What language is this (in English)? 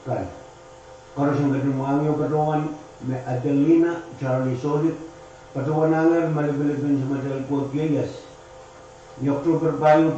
Pohnpeian